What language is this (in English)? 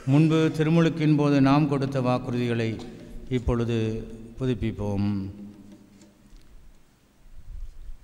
Tamil